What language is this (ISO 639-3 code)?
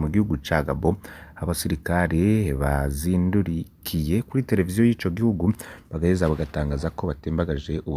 run